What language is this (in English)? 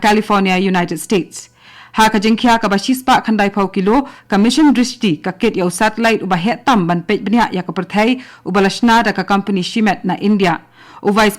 Khasi